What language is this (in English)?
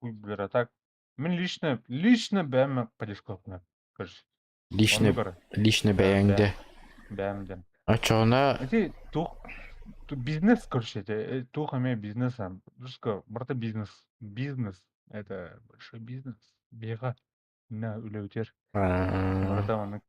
Yakut